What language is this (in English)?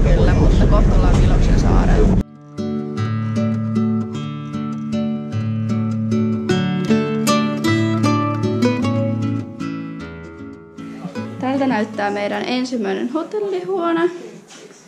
Finnish